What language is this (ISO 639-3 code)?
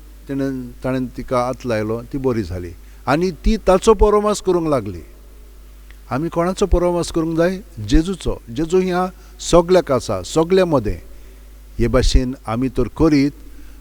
kok